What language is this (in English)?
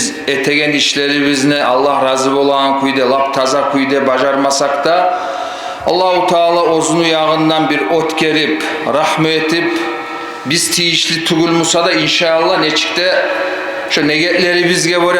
Kumyk